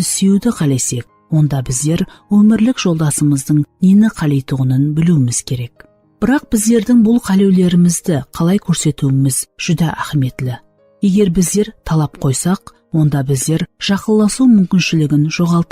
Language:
Kara-Kalpak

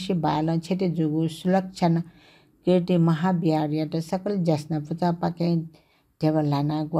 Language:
Newari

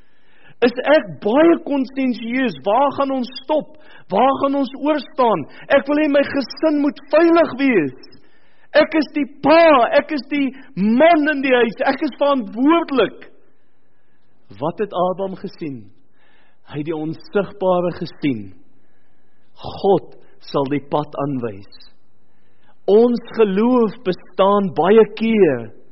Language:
Afrikaans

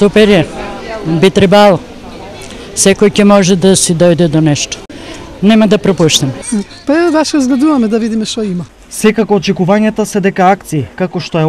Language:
Macedonian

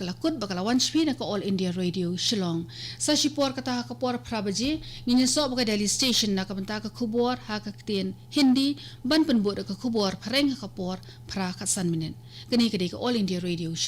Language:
Khasi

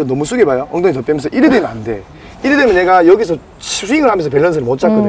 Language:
Korean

